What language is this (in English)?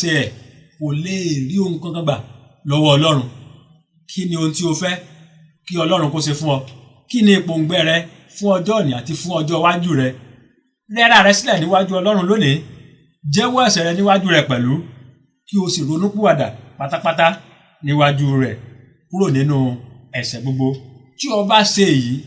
Yoruba